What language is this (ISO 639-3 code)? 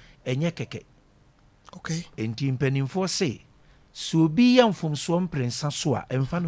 aka